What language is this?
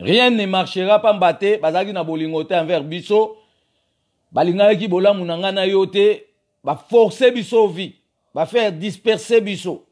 Lingala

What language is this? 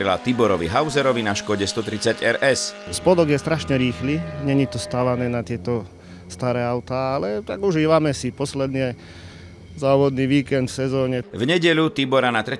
Slovak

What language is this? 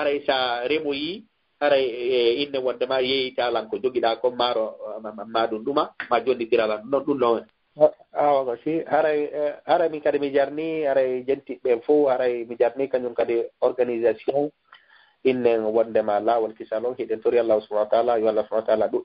Fula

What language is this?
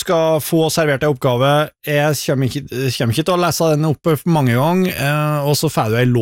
Norwegian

